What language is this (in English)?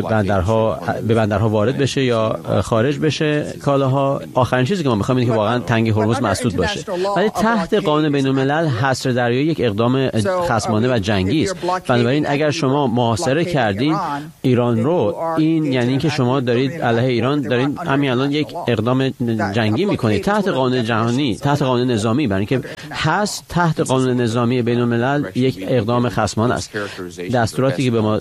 Persian